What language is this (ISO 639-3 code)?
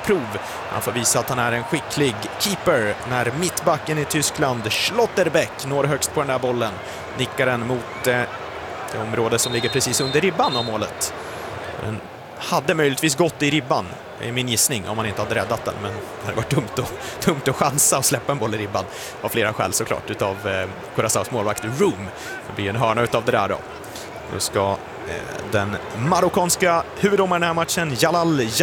swe